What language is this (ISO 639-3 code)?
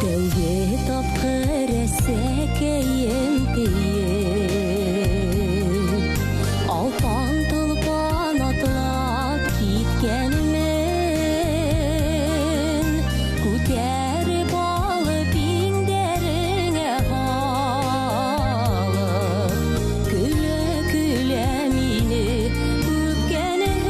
bak